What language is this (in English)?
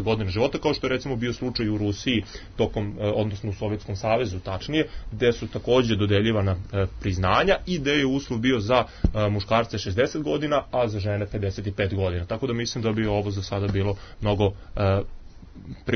Serbian